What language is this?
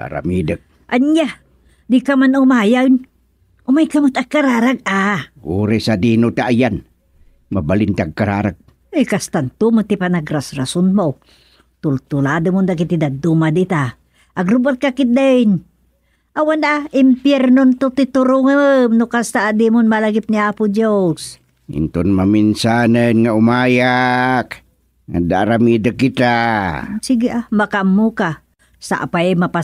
Iloko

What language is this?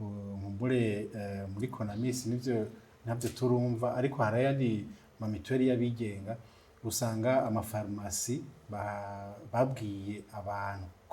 Rundi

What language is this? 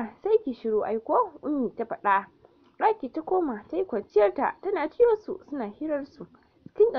Hausa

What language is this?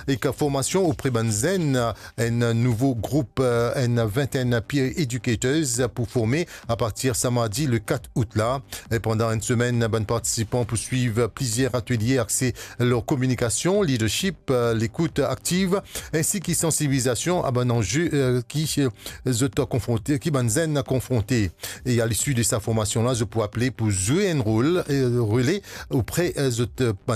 Morisyen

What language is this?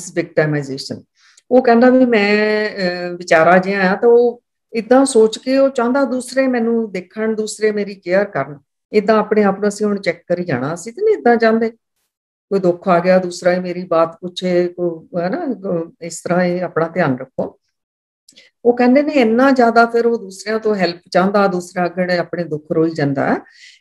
Punjabi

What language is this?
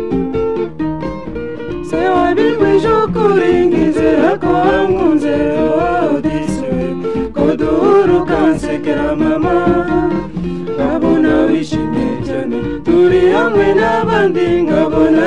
Kinyarwanda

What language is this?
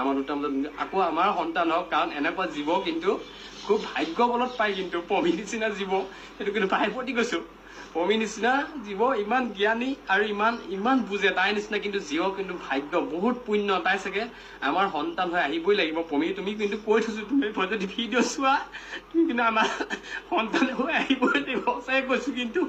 Assamese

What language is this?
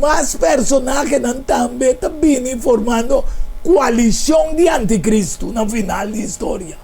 Papiamento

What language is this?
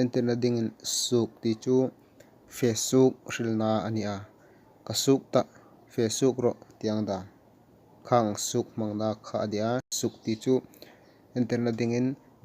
Hmar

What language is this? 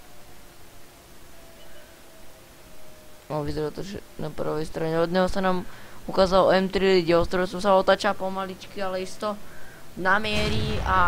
Slovak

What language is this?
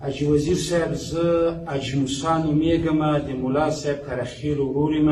Pashto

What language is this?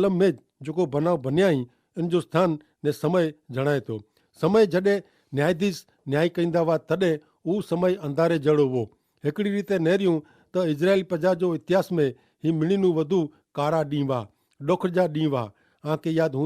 Kachhi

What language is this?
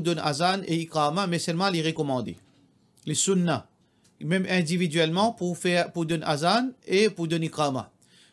Morisyen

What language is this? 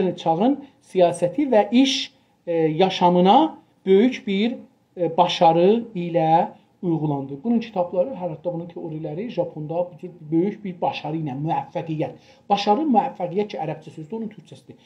South Azerbaijani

